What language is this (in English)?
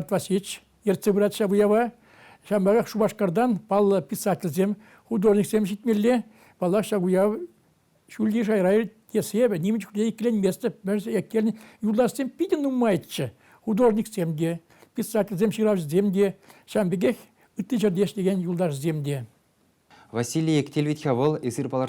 Chuvash